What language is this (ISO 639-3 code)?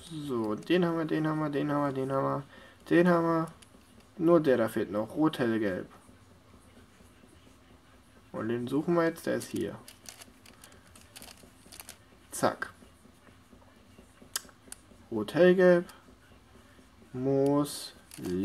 deu